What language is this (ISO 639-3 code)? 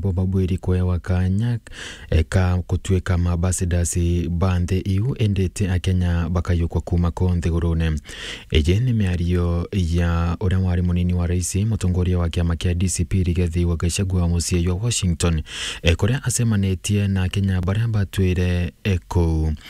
mer